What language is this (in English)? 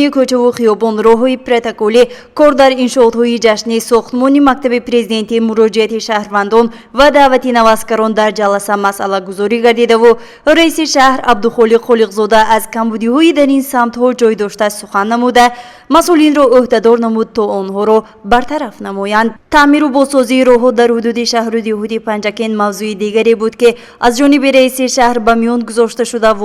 Tajik